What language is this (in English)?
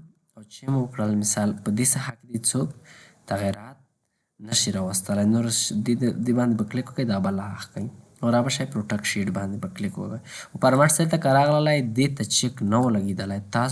Pashto